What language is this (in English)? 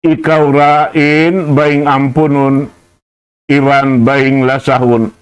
Tausug